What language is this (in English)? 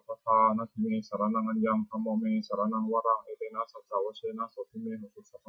Pali